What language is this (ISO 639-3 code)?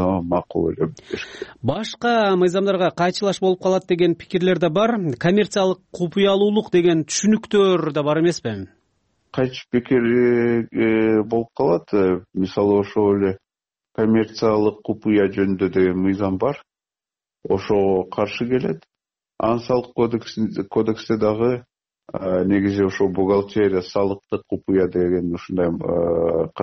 kir